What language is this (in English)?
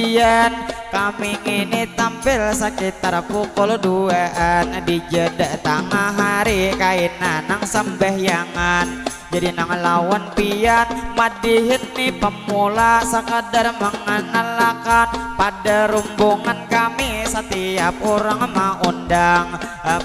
Banjar